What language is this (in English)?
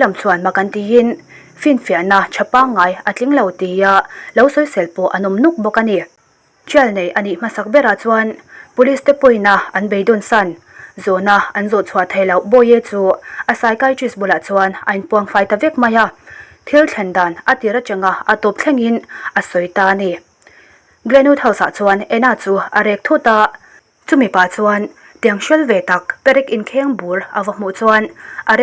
Mizo